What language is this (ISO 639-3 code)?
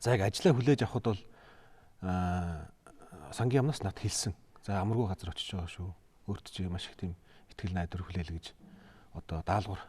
mon